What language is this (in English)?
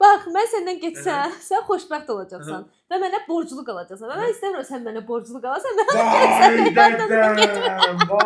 Azerbaijani